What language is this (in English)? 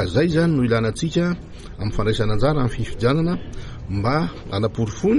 Malagasy